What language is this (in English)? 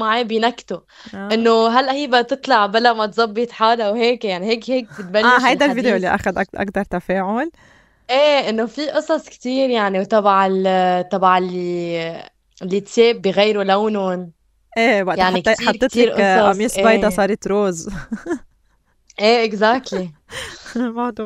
North Levantine Arabic